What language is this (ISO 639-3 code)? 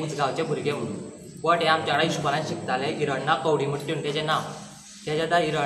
kok